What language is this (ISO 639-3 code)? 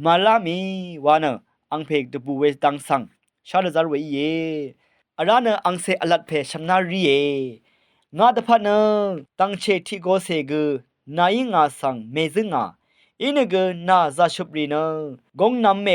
raw